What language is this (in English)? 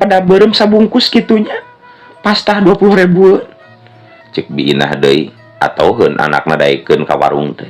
Sundanese